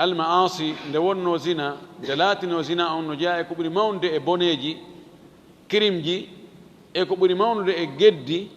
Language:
Fula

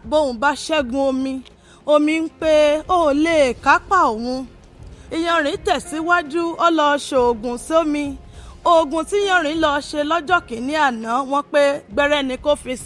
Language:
Yoruba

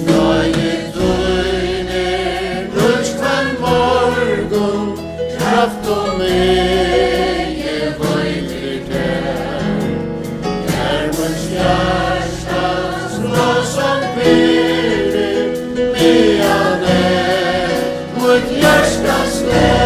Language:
Faroese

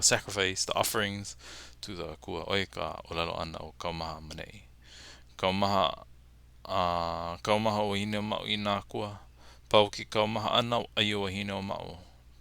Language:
Hawaiian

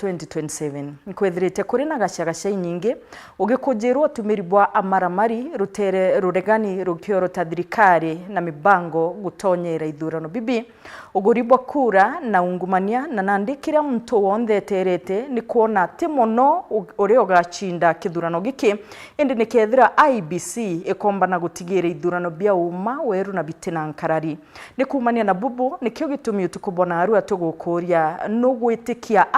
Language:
Meru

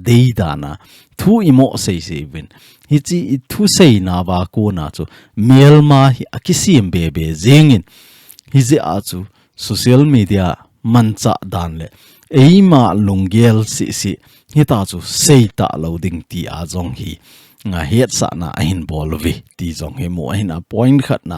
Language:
Thado Chin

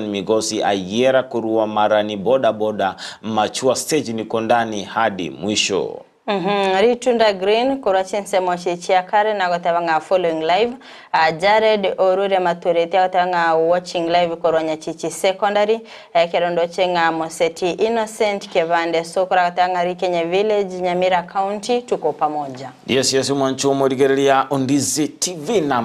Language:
Gusii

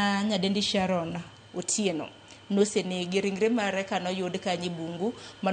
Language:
Luo (Kenya and Tanzania)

